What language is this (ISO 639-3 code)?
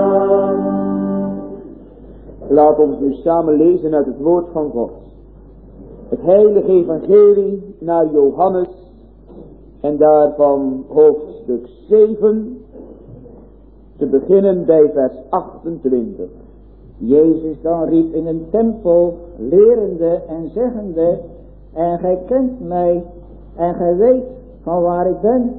nld